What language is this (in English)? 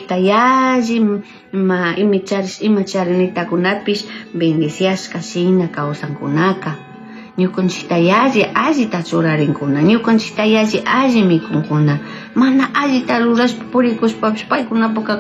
Chimborazo Highland Quichua